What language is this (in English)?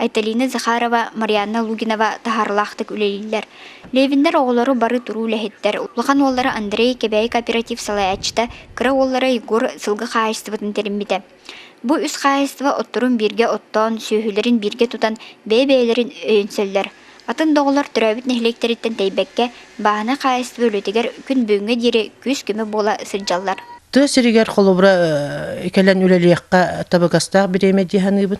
Yakut